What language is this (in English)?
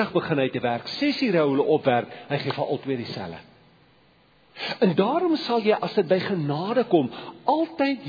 Afrikaans